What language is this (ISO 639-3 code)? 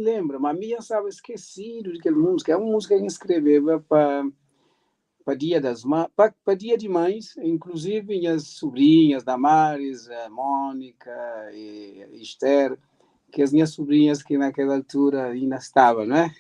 kea